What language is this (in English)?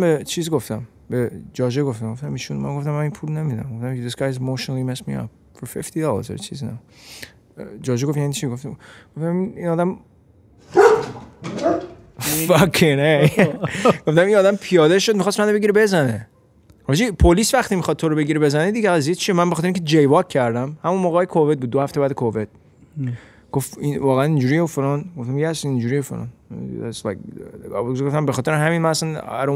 Persian